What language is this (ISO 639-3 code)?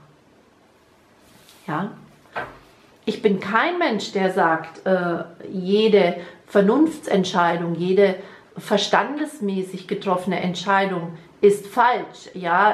deu